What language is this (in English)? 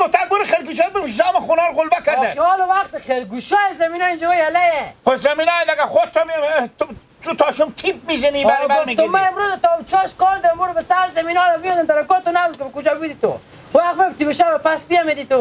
Hazaragi